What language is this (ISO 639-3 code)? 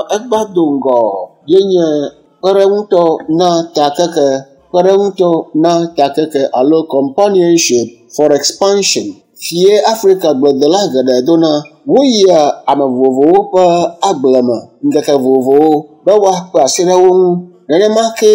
ewe